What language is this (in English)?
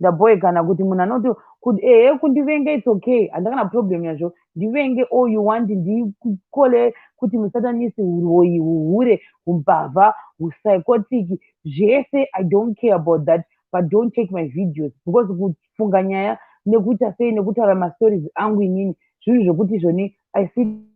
Shona